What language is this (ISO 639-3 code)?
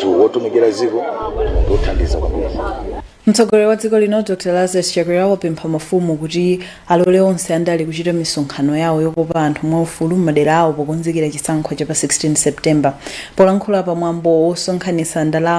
nya